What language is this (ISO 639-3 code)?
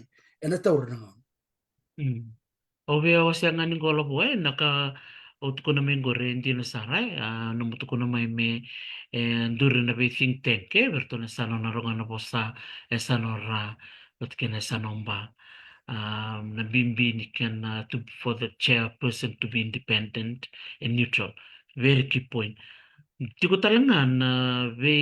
fij